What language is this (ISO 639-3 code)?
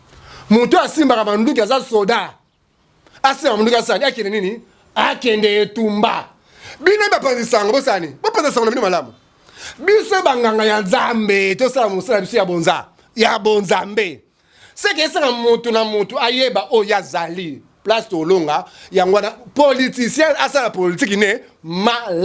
lin